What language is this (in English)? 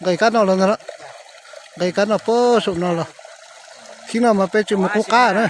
Hmong